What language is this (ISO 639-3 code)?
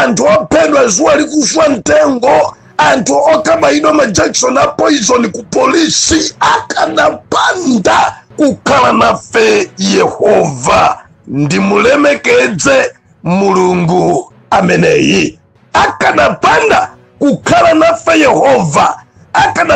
nya